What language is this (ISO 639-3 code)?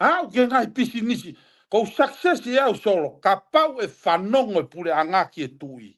ton